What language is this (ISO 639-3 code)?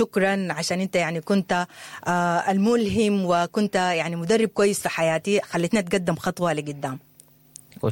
apd